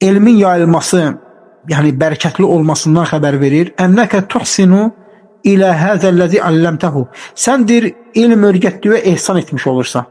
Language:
Azerbaijani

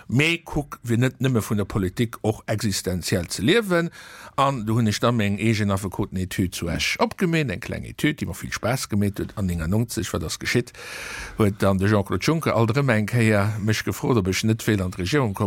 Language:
Luxembourgish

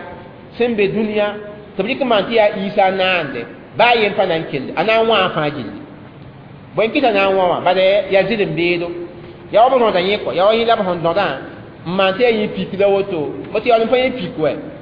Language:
Mossi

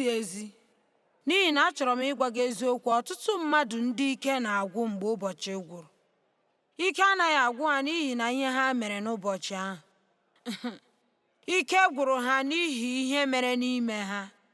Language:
Igbo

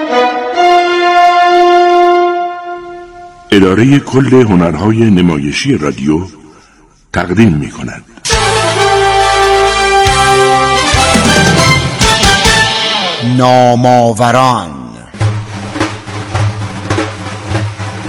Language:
Persian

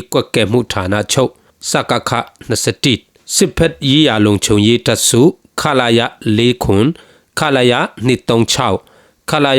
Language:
Falam Chin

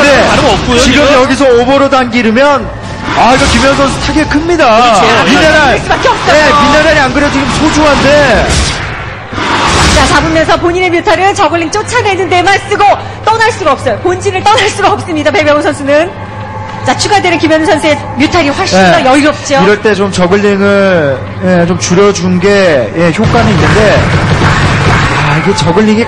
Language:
Korean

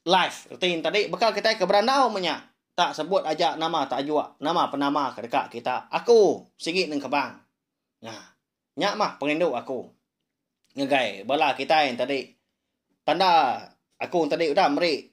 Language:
Iban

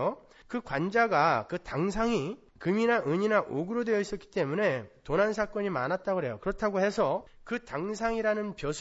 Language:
Korean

